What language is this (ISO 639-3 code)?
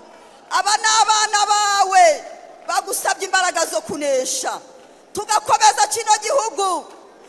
kin